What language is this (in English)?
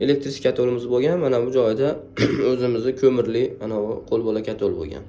Uzbek